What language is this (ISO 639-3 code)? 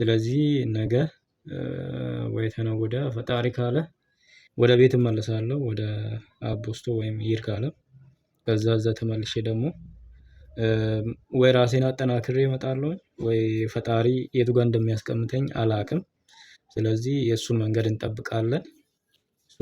amh